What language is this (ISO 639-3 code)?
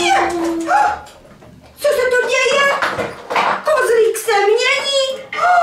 ces